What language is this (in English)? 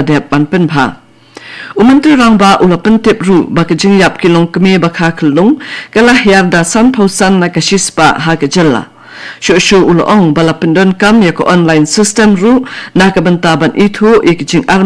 Khasi